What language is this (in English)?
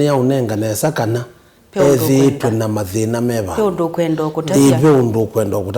Kamba